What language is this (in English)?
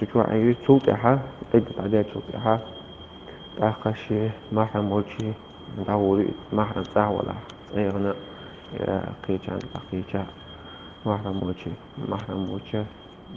Chechen